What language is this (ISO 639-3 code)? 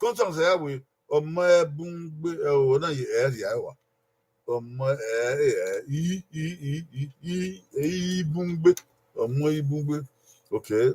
bin